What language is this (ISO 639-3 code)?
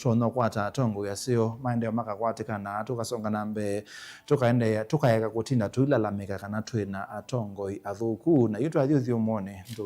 kam